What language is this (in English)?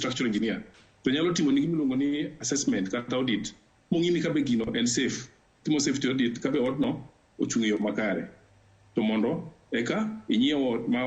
Luo (Kenya and Tanzania)